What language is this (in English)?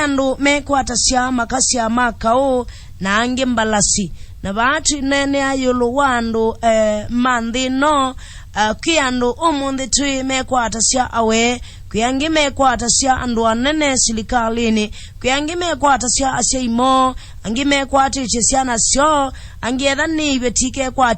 Kamba